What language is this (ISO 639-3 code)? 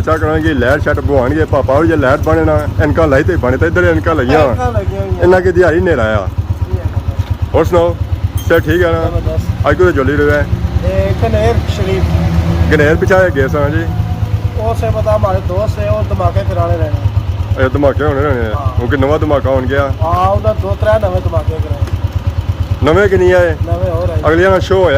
phr